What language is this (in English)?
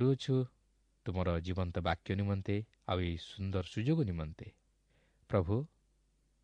Odia